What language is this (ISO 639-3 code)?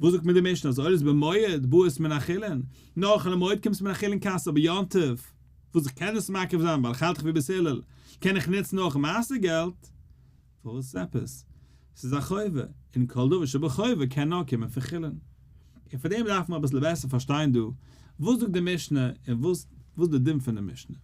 yid